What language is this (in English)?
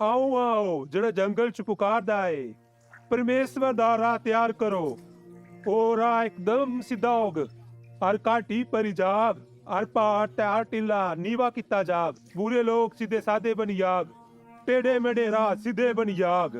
Dogri